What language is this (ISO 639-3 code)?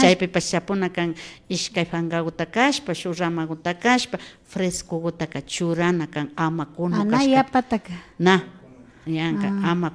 qvi